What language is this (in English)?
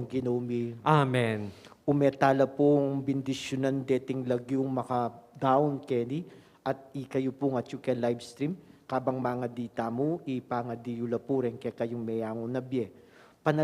Pampanga